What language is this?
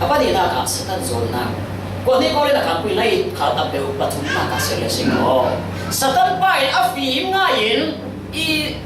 Falam Chin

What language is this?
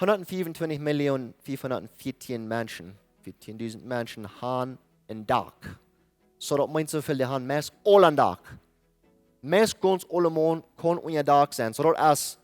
Plautdietsch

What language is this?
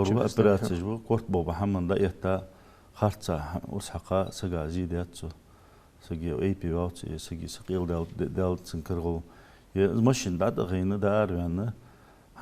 Ingush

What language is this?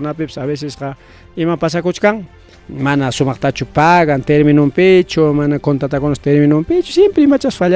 Ayacucho Quechua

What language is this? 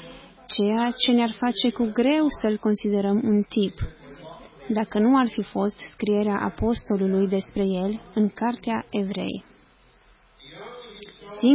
Romanian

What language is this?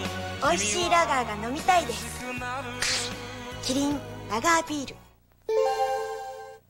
Japanese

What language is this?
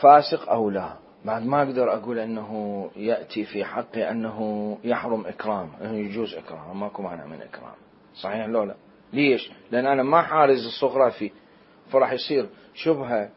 Mesopotamian Arabic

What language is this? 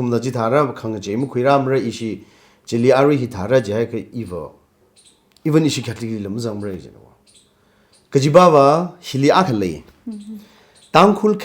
Tangkhul Naga (India)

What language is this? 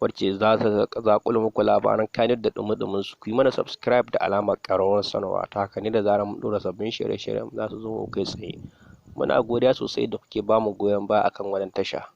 Hausa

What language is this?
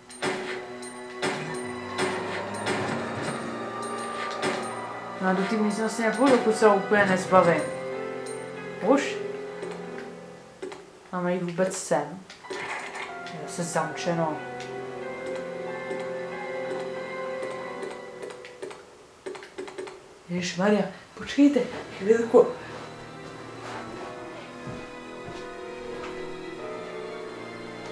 Czech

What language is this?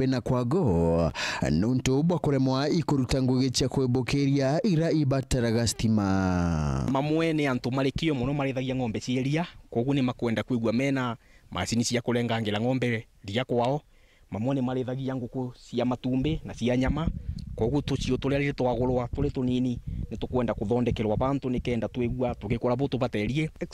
Meru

